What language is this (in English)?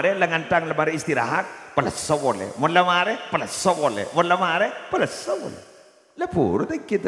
Madurese